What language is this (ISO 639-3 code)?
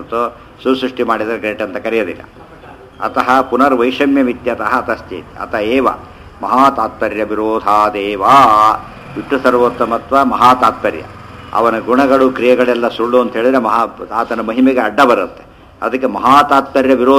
kan